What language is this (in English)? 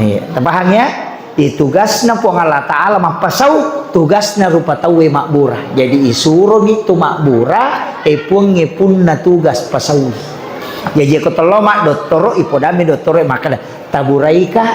Buginese